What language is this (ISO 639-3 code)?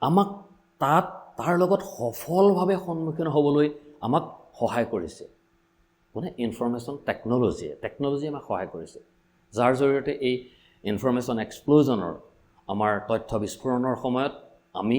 asm